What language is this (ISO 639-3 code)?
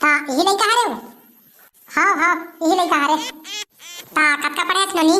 hne